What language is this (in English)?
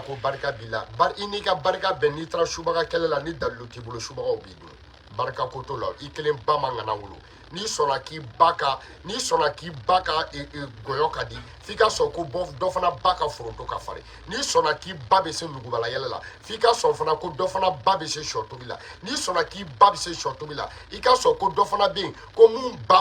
Bambara